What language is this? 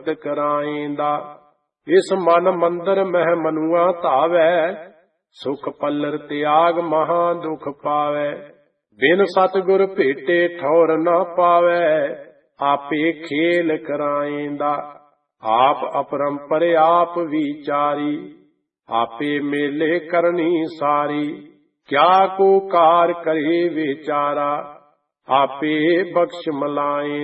Punjabi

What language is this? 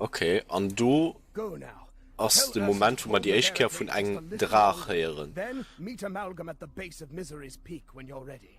Luxembourgish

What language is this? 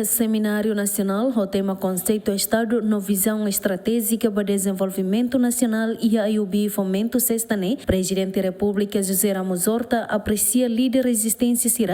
Tetum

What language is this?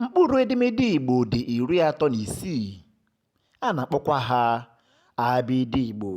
Igbo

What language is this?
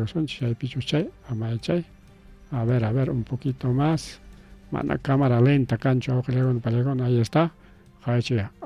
Ayacucho Quechua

